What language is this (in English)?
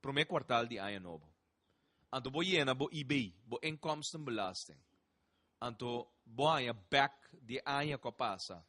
Papiamento